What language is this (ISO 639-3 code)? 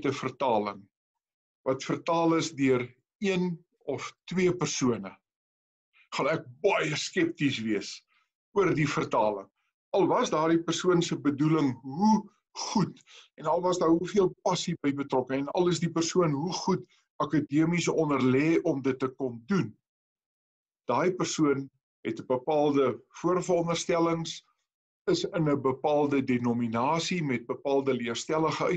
afr